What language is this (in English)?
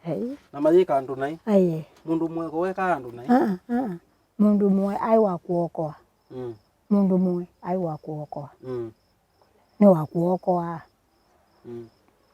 Kamba